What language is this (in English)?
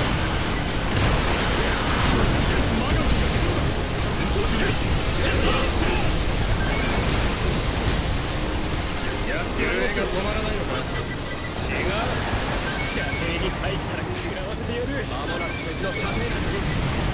Japanese